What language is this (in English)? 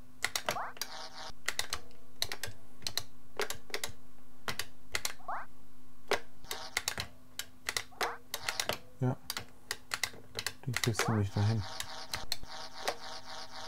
German